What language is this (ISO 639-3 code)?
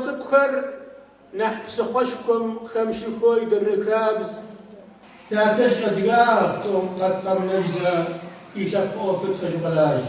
ady